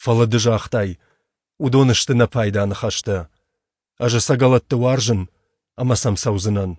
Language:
Ossetic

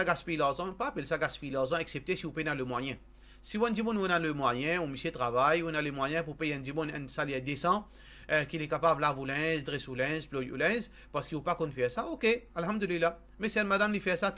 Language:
Morisyen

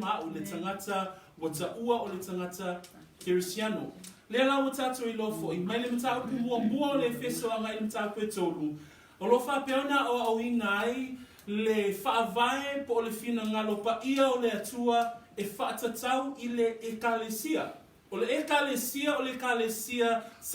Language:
Samoan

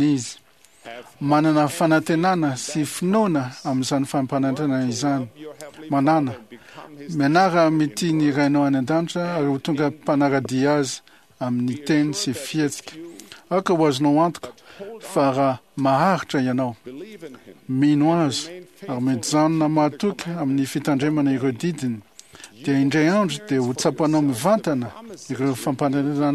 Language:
Malagasy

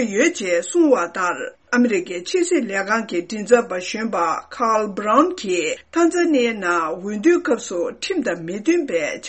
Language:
Tibetan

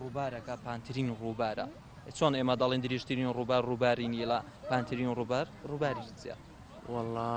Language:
Central Kurdish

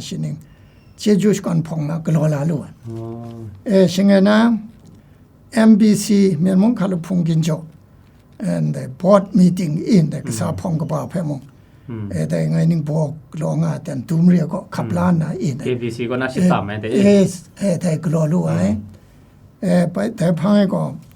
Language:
Kachin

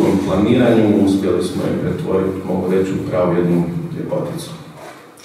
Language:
Croatian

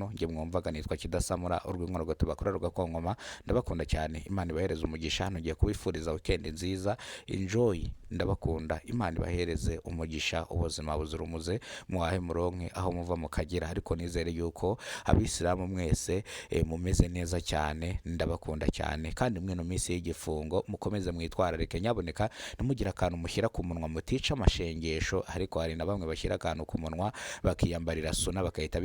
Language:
Kinyarwanda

